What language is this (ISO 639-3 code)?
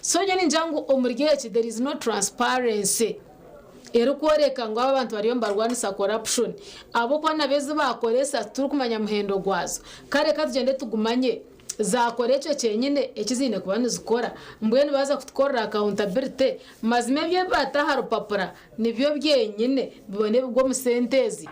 nyn